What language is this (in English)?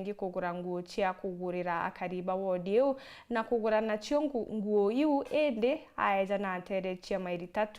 Meru